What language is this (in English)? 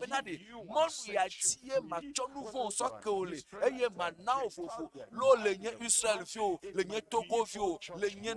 Ewe